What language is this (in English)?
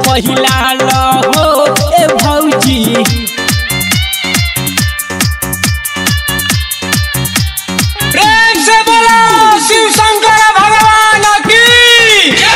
Bhojpuri